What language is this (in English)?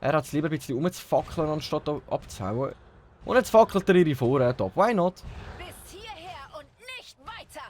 Swiss German